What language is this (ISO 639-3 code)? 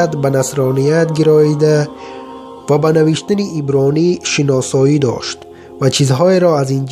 tgk